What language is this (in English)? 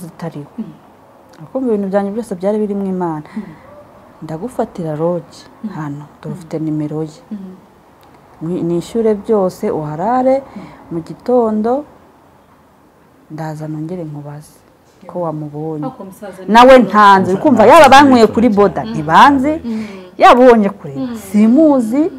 Kinyarwanda